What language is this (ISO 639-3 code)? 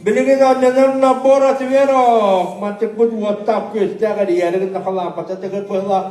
sah